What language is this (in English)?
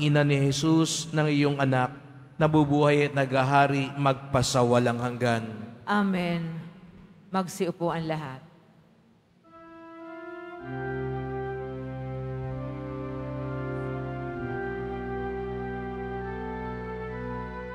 Filipino